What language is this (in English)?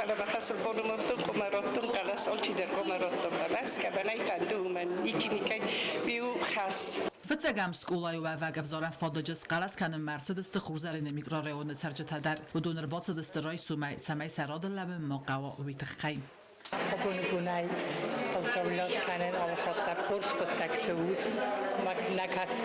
Ossetic